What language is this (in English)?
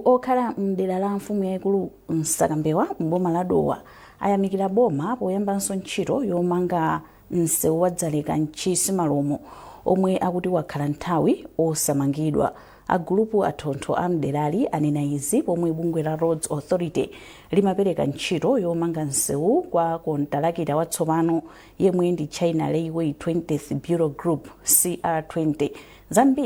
Nyanja